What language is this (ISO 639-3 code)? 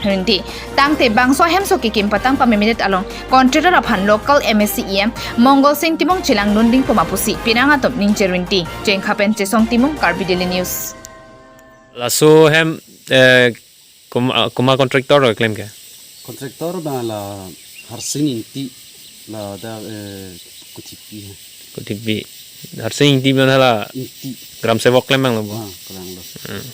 mjw